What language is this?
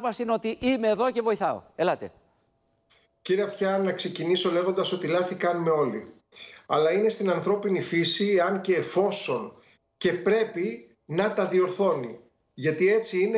Greek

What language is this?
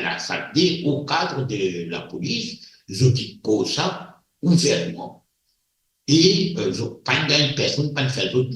Morisyen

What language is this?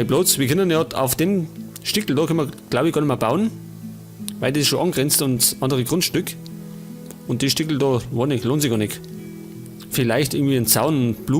Bavarian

